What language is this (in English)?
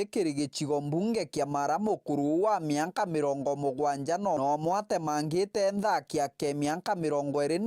Meru